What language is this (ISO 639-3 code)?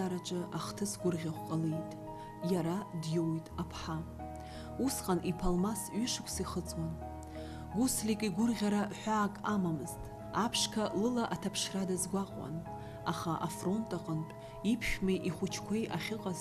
abk